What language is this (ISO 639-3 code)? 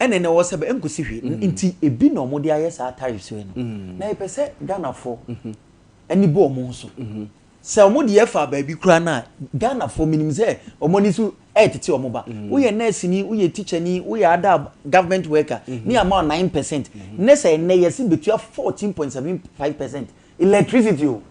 aka